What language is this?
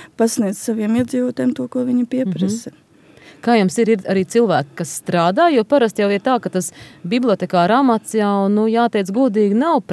Latvian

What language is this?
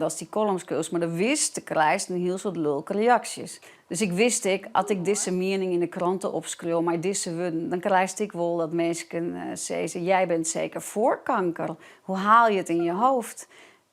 Western Frisian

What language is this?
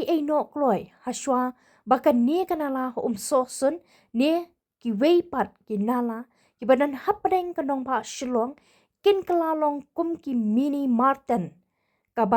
Khasi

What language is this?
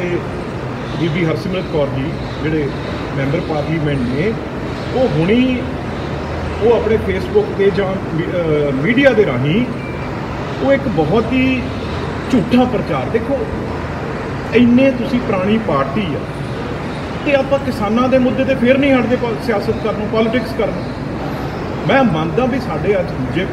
Punjabi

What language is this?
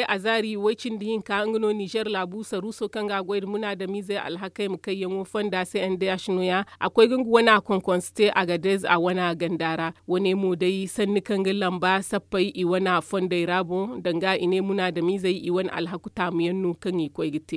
Zarma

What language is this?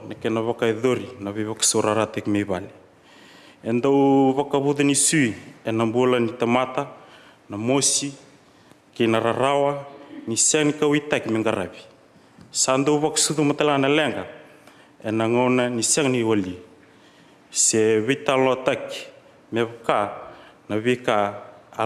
Fijian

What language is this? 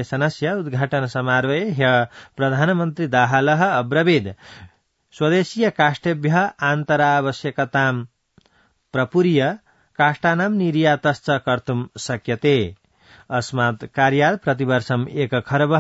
Sanskrit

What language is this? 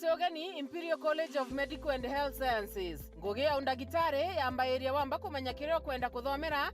Meru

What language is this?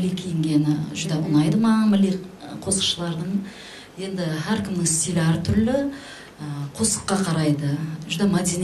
Kara-Kalpak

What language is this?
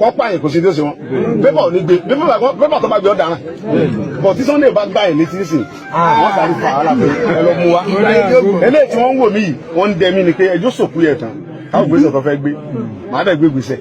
Yoruba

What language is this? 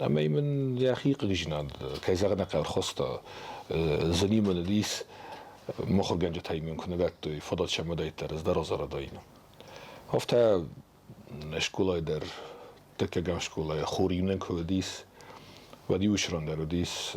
Ossetic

